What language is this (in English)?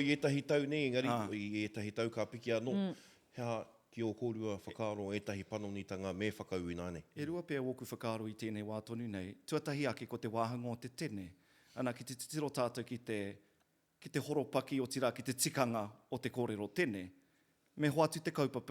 Māori